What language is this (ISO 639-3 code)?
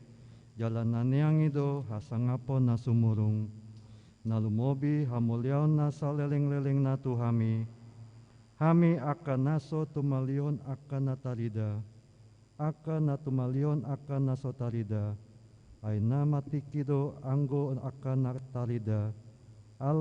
bbc